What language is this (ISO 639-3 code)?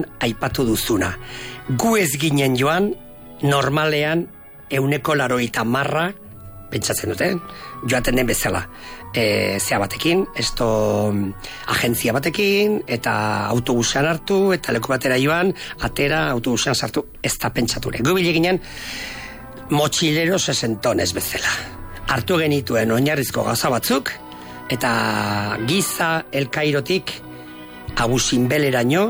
eus